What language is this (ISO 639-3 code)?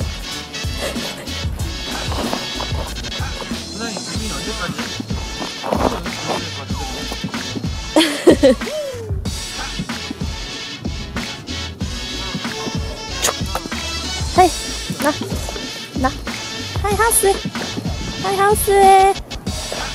kor